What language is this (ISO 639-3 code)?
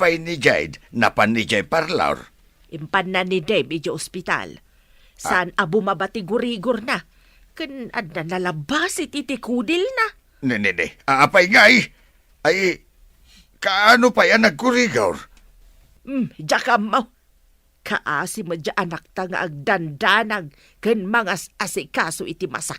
ilo